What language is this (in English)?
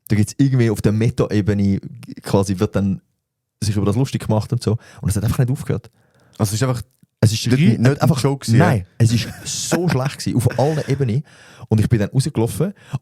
Swiss German